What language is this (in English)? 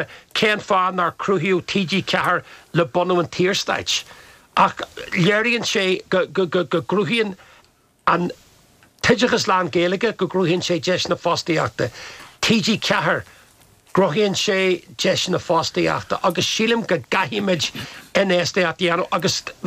Irish